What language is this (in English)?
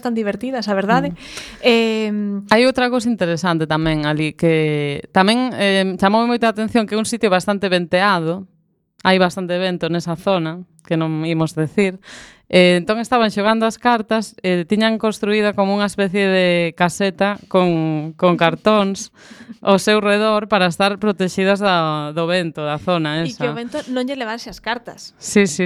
Galician